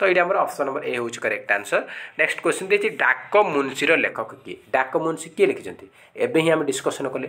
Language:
Odia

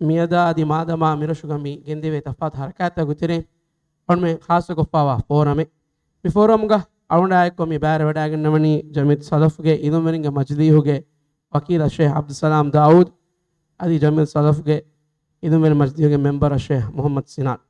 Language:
Divehi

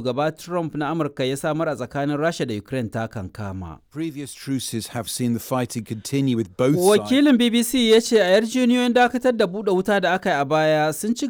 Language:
Hausa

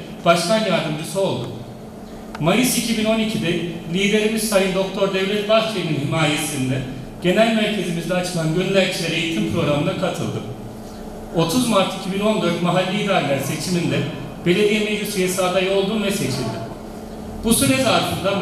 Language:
Turkish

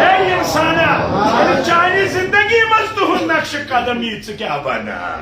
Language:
Kashmiri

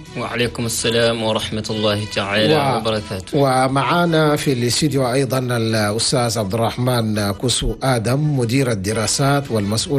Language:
Chadian Arabic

